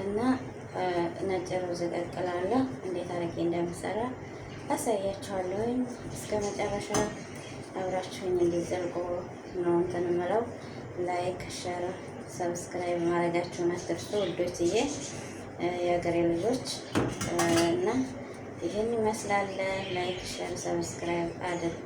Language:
Amharic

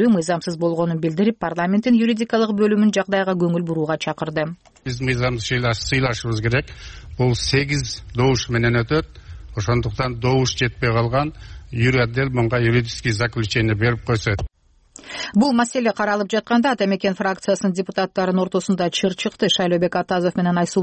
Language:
Kyrgyz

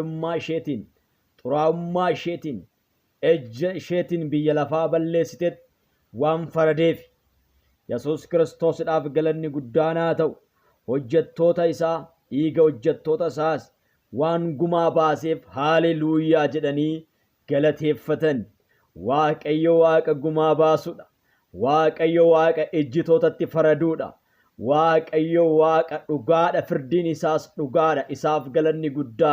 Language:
Oromo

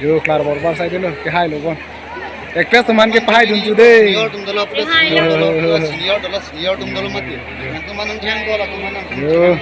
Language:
Karbi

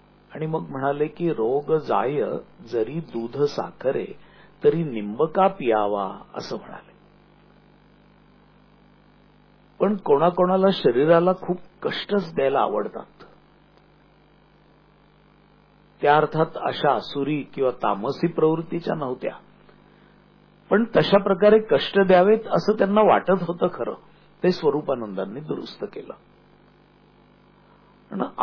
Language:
Marathi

